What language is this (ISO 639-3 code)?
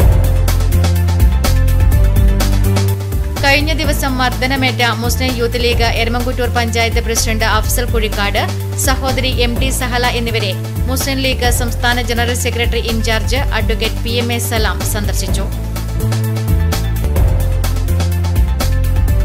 mal